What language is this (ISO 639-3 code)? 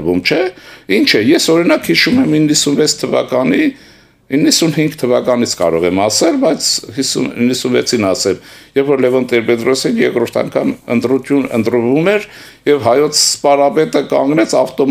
hye